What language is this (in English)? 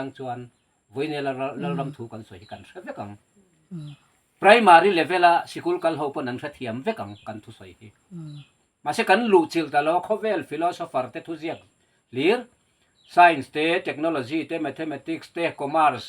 Mizo